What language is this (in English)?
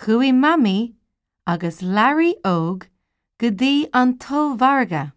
Irish